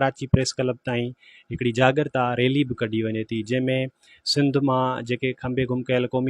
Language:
Sindhi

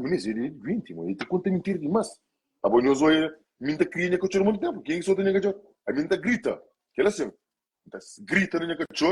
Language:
Kabuverdianu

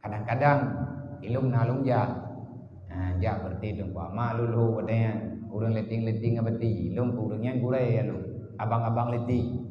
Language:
Achinese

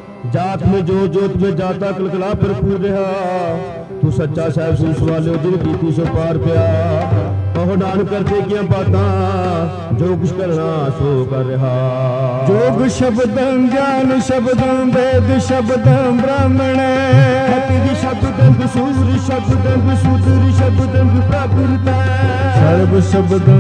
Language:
Punjabi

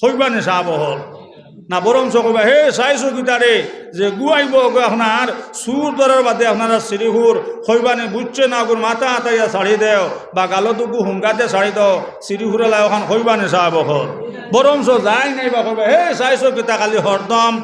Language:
Sylheti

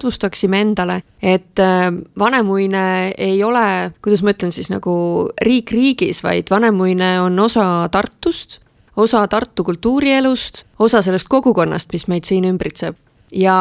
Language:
Estonian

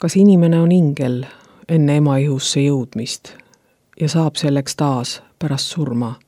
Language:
Estonian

